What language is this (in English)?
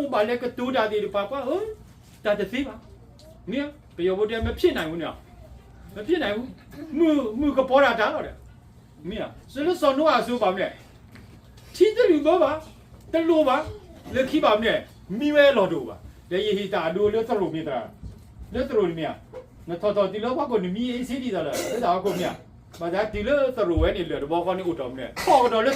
S'gaw Karen